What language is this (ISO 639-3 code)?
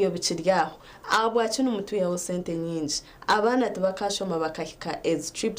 nyn